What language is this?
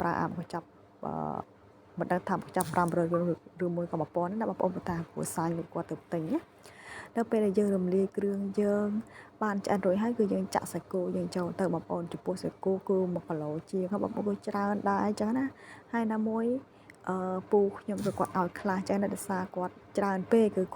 Khmer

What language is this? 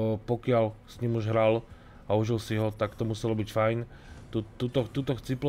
Slovak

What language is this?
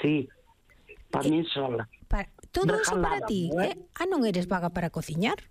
Galician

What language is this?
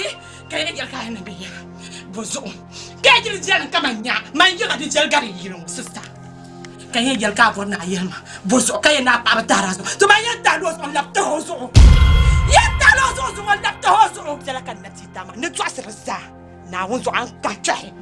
Dagbani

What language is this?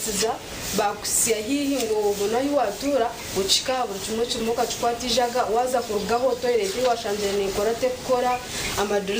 Nyankole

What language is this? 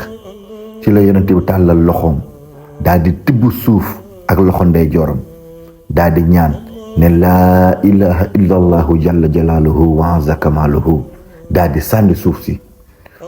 Wolof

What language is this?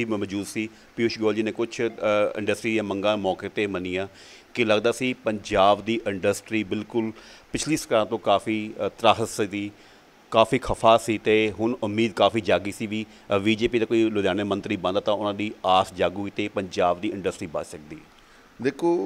Punjabi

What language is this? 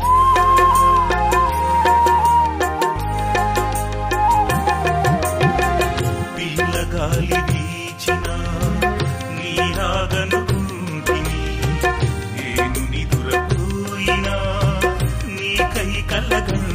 Telugu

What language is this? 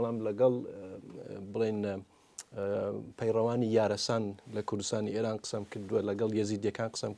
Kurdish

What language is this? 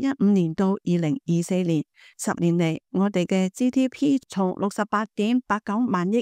Cantonese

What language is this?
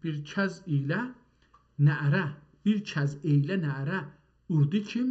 South Azerbaijani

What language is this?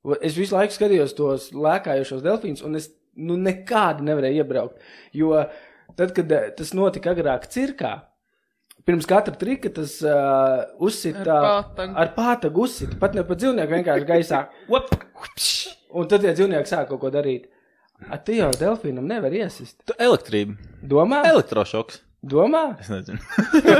Latvian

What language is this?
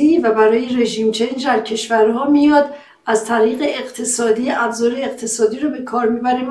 Persian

